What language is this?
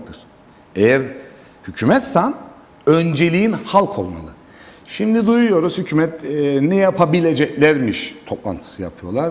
Turkish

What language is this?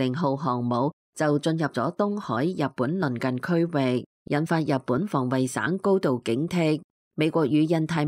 Cantonese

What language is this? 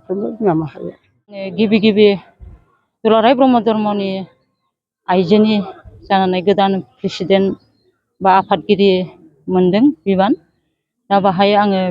Bodo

